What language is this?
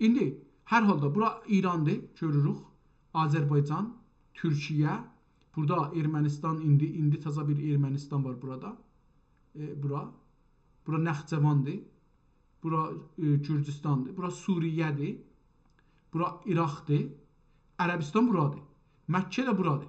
South Azerbaijani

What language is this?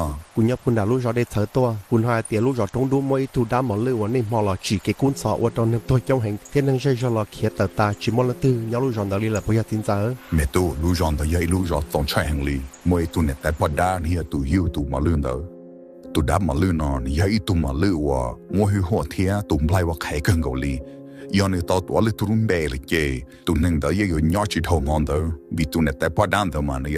Hmong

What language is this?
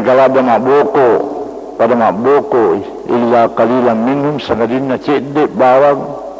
Buginese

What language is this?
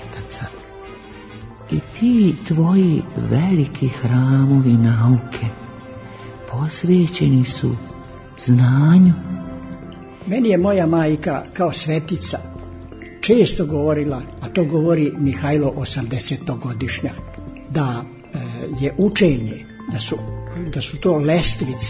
Serbian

